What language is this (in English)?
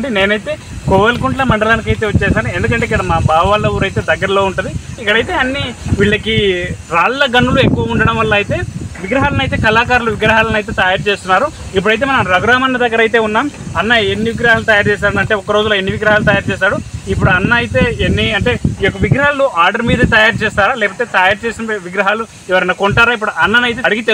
Telugu